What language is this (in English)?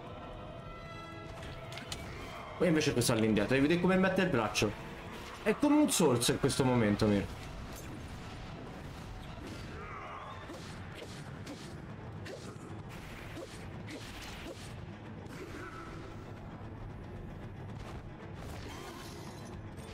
Italian